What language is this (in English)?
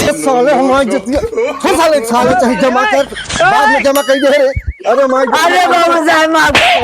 Awadhi